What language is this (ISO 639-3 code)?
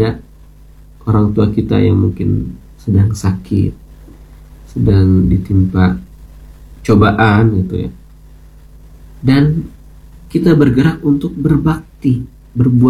ind